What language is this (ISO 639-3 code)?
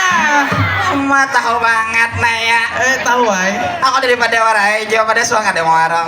bjn